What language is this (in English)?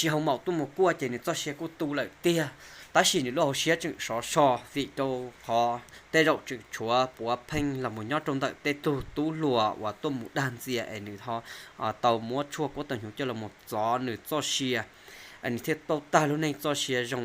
Hmong